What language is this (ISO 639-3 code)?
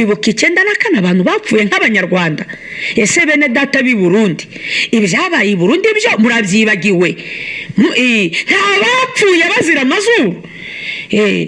kin